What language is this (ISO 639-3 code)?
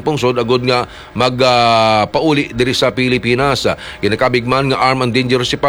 hil